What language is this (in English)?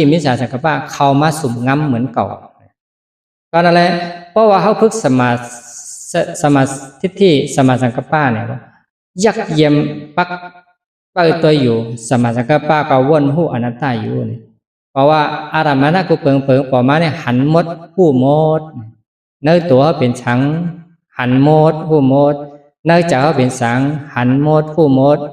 Shan